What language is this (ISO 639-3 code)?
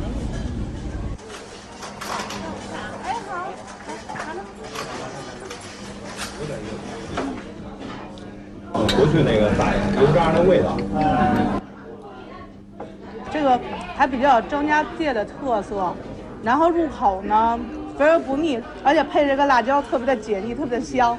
zho